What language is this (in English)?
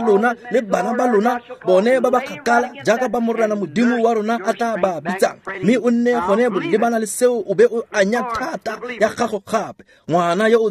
Tswana